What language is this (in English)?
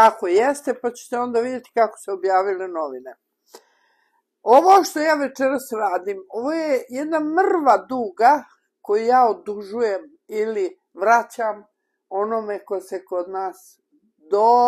Bosnian